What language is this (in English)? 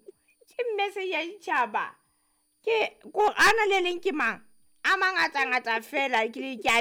Southern Sotho